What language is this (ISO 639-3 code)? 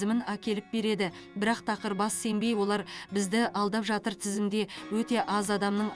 kaz